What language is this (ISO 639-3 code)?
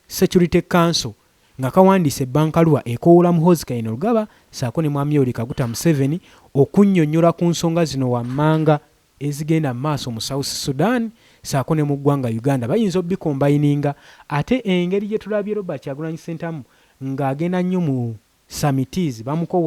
lug